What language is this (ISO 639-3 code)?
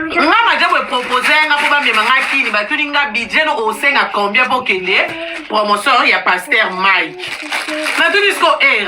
lin